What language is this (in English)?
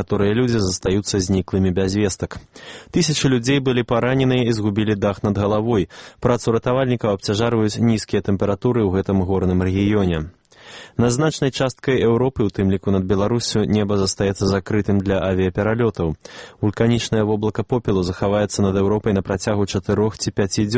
Belarusian